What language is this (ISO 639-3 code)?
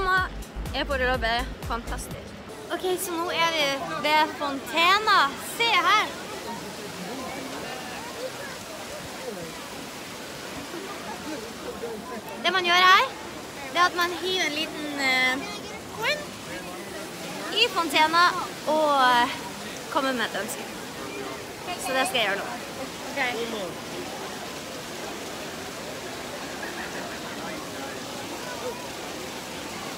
nor